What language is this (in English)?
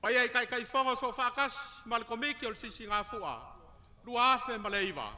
Samoan